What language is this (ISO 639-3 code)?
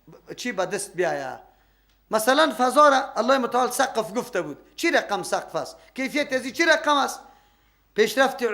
fas